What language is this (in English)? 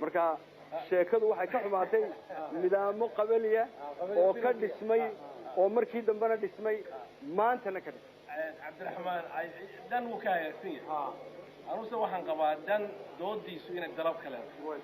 Somali